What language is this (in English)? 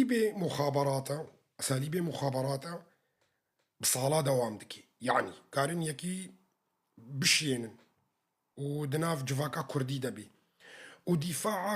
Kurdish